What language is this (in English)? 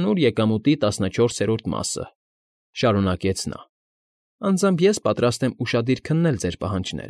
Armenian